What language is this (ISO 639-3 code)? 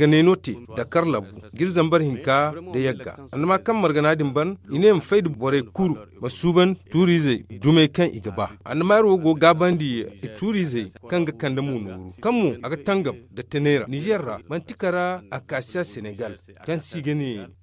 dje